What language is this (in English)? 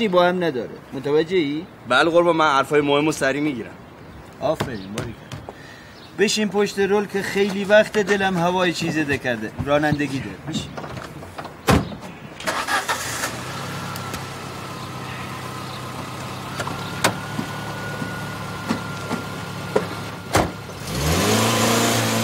Persian